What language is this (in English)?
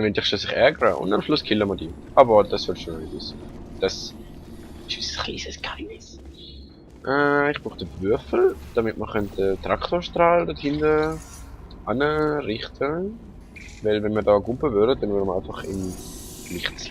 Swiss German